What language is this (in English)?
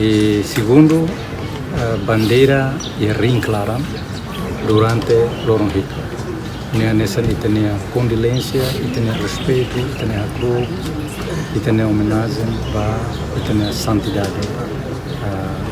Tetum